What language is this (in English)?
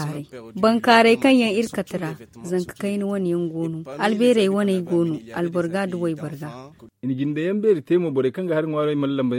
Zarma